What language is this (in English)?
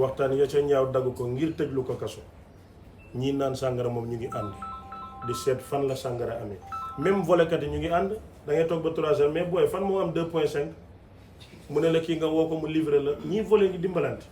Wolof